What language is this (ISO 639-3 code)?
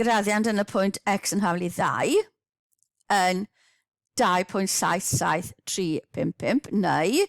cym